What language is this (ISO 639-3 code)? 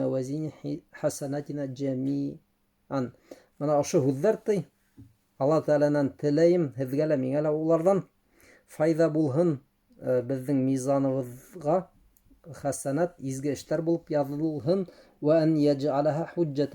bak